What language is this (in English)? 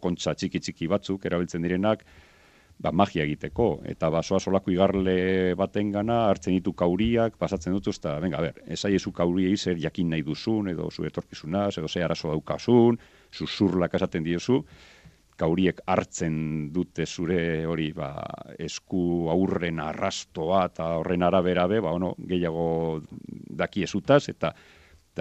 Basque